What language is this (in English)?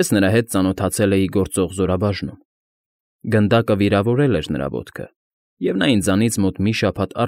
Armenian